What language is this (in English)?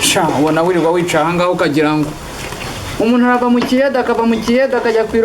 Kinyarwanda